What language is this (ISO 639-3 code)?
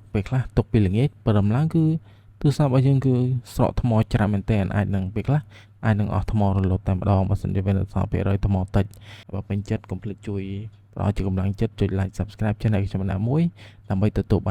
khm